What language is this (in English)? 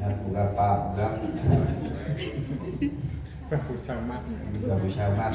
Central Mnong